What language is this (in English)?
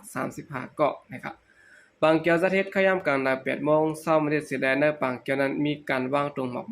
Shan